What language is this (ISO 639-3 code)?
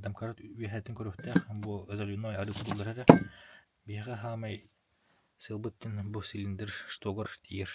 sah